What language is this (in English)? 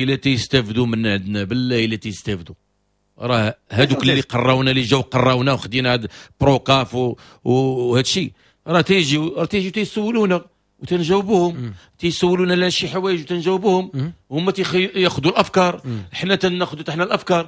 Moroccan Arabic